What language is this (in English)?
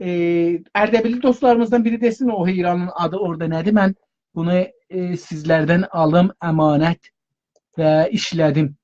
South Azerbaijani